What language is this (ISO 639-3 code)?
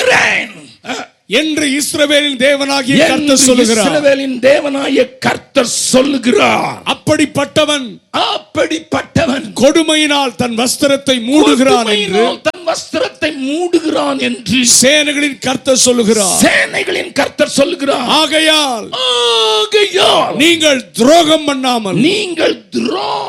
tam